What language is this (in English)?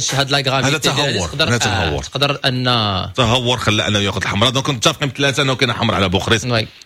Moroccan Arabic